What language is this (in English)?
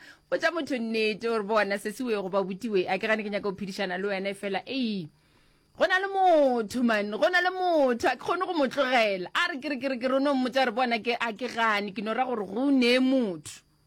Northern Sotho